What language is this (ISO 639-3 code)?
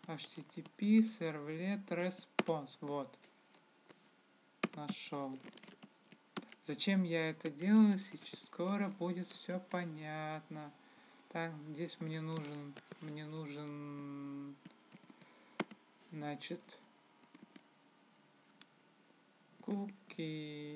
rus